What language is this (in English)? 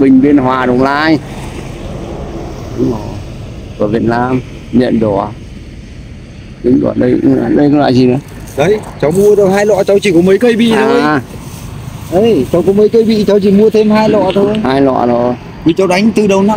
Vietnamese